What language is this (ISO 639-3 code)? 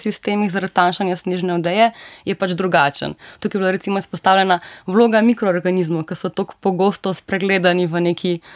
slv